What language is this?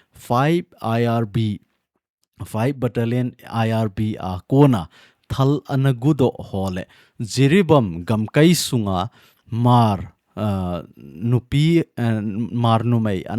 Thado Chin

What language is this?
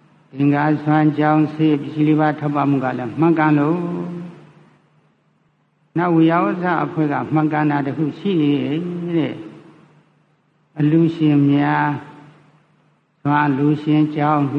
Burmese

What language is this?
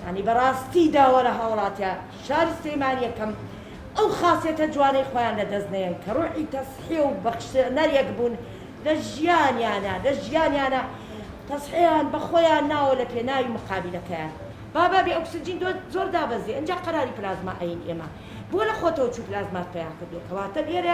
Central Kurdish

